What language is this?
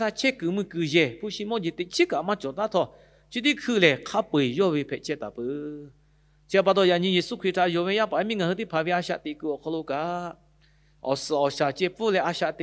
Lahu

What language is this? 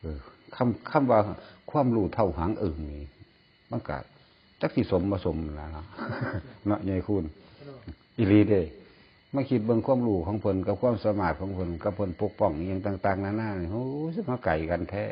Northeastern Thai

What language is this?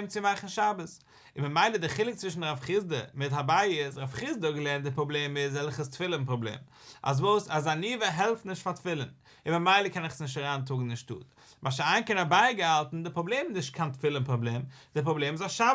Yiddish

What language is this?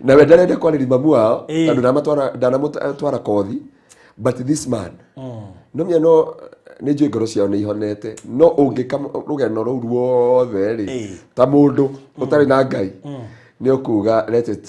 Kikuyu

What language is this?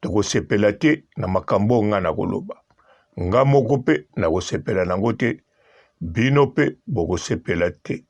Lingala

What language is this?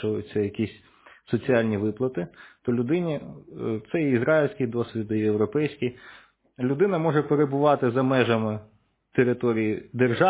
Ukrainian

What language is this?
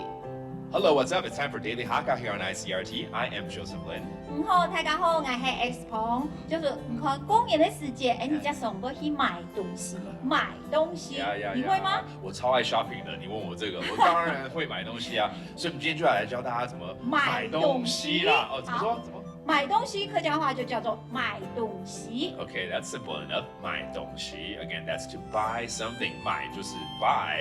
Hakka Chinese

